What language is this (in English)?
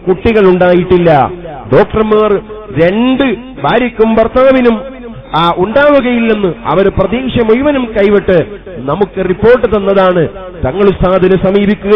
Malayalam